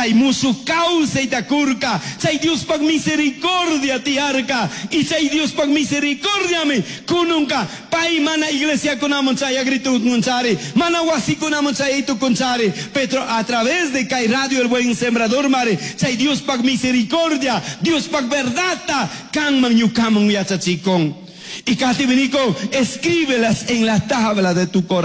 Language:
Chimborazo Highland Quichua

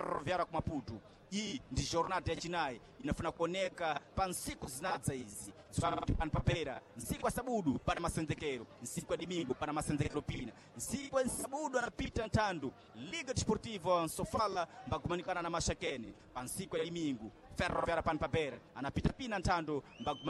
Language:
Sena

